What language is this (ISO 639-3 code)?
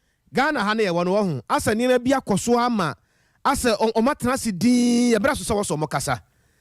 aka